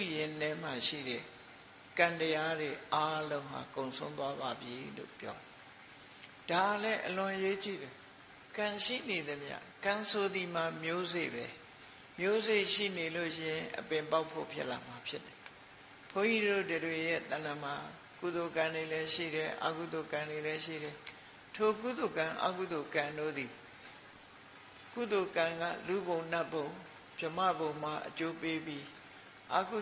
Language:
Burmese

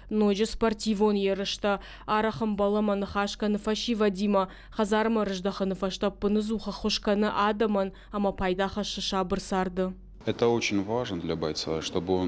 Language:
Ossetic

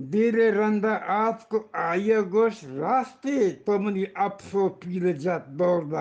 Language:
Eastern Balochi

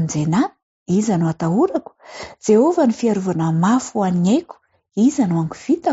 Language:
Malagasy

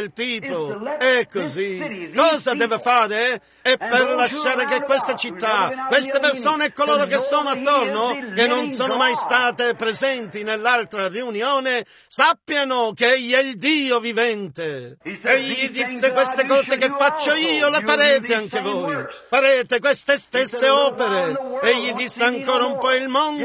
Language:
Italian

